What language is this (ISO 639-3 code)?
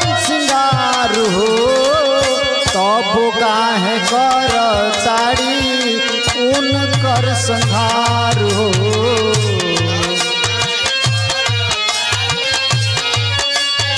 bho